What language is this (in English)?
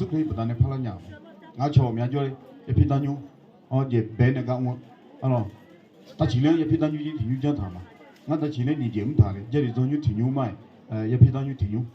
Akha